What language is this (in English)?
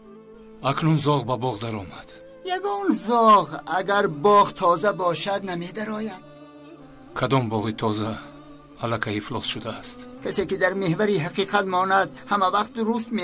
Tajik